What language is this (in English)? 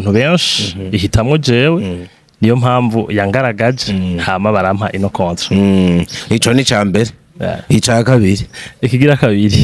Rundi